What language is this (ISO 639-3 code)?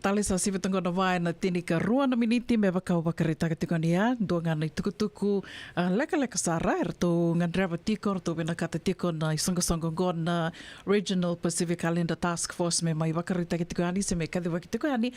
fij